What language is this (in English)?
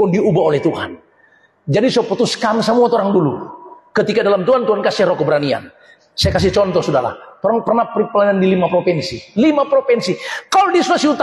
Indonesian